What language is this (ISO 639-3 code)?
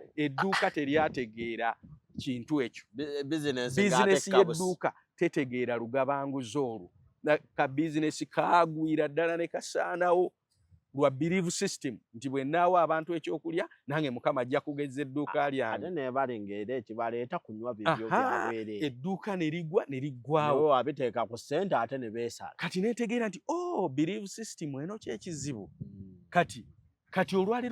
lug